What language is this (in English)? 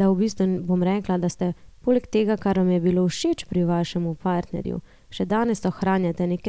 Slovenian